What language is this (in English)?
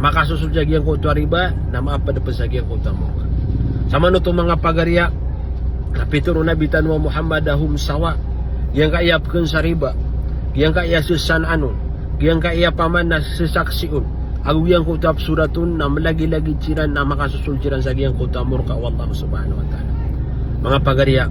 Maranao